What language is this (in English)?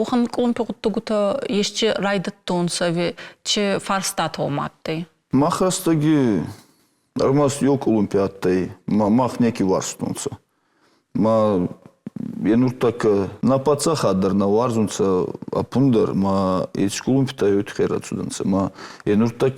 Ossetic